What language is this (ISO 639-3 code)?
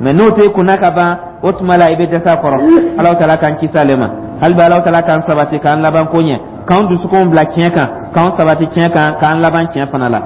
dyu